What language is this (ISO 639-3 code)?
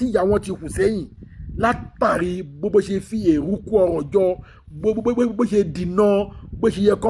yor